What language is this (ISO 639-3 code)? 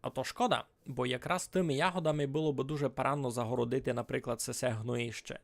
rue